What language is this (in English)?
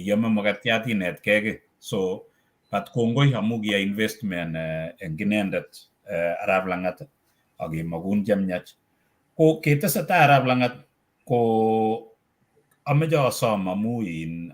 Kalenjin